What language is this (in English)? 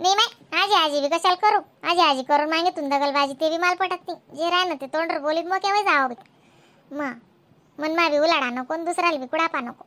Khandesi